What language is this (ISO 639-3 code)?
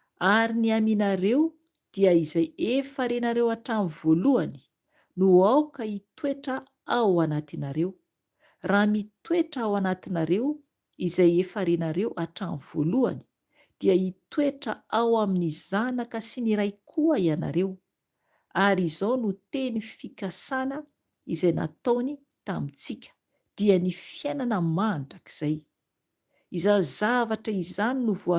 mlg